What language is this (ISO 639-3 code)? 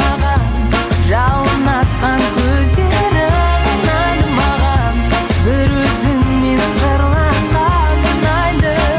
kaz